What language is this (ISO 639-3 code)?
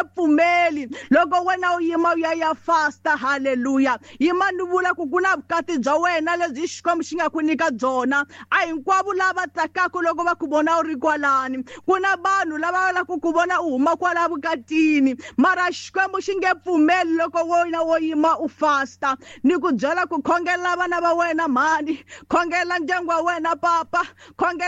tso